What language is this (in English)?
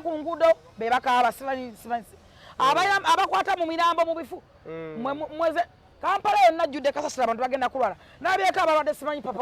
Ganda